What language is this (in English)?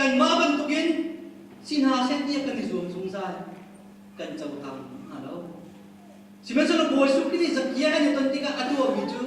Hakha Chin